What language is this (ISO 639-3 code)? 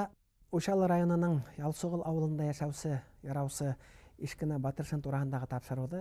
bak